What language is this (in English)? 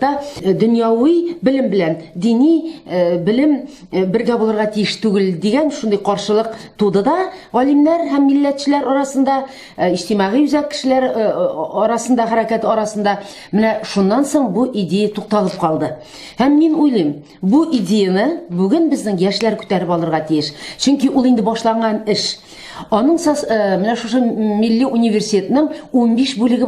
Tatar